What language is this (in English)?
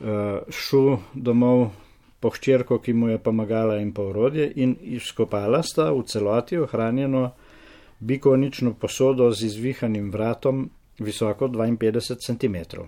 Slovenian